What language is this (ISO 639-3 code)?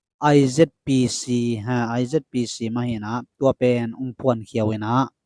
ctd